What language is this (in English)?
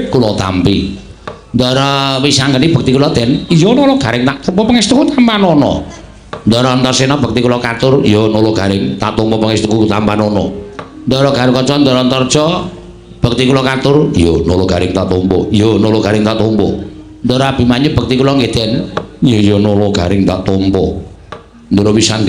Javanese